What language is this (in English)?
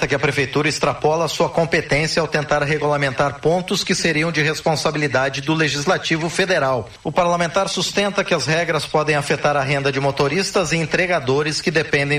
Portuguese